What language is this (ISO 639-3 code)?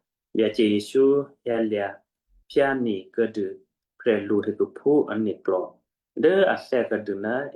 kyu